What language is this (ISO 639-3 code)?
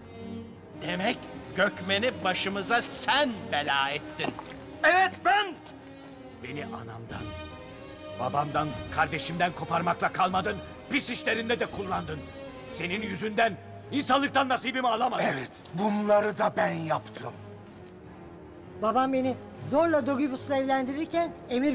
tur